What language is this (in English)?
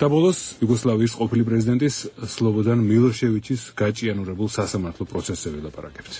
Georgian